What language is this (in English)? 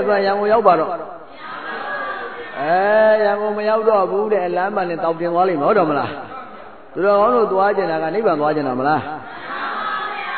Burmese